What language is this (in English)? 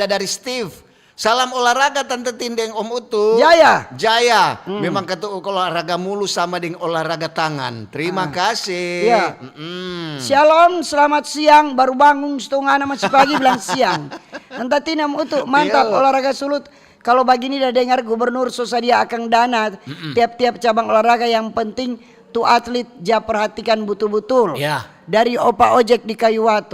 Manado Malay